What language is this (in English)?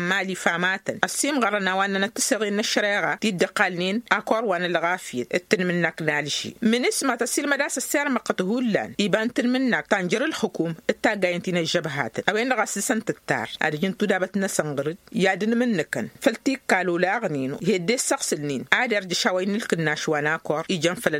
Tamasheq